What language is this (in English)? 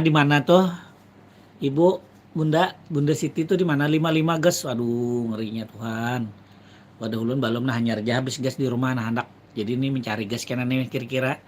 Banjar